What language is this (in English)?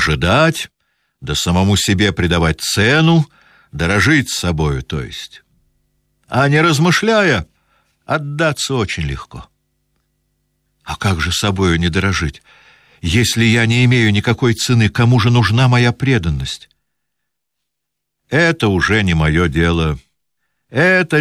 Russian